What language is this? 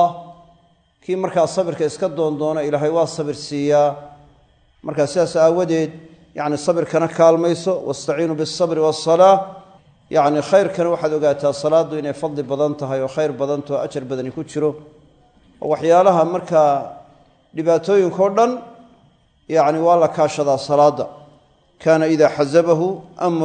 Somali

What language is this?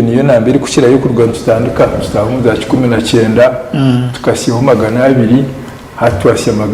Nyankole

